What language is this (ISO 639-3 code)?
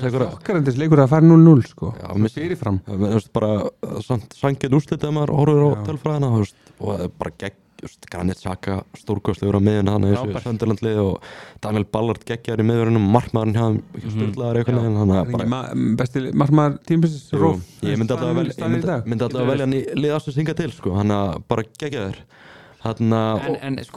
isl